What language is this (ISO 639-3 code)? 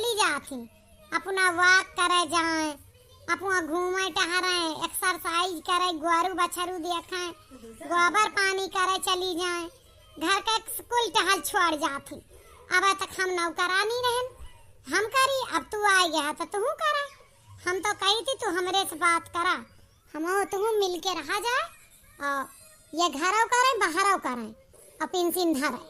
awa